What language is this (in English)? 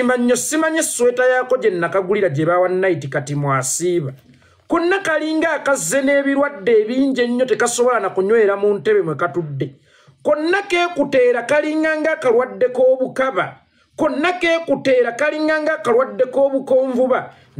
Ganda